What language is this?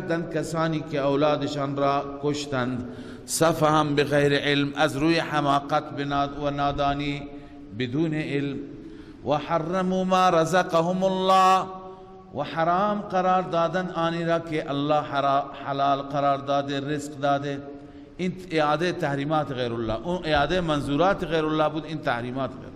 Persian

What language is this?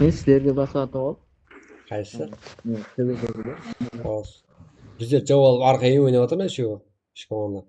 Kara-Kalpak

